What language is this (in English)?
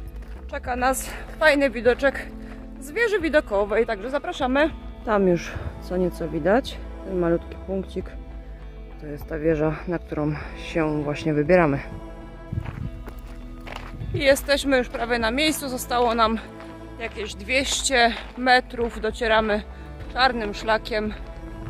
Polish